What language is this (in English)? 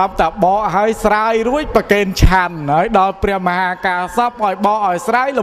Khmer